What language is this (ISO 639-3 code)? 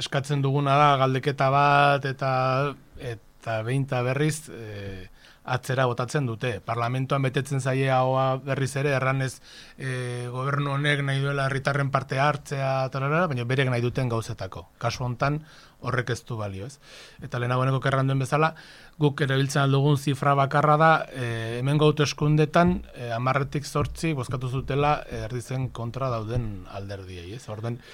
eus